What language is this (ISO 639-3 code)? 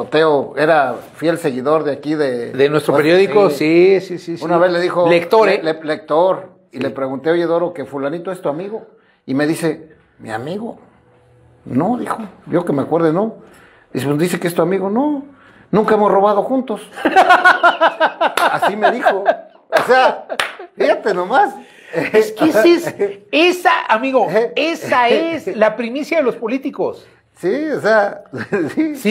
spa